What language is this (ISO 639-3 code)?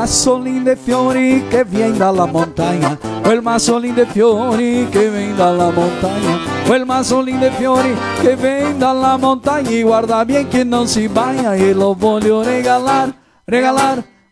vec